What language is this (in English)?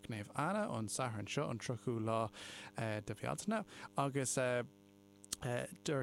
Irish